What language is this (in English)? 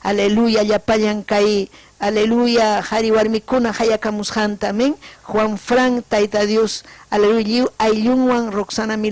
Ayacucho Quechua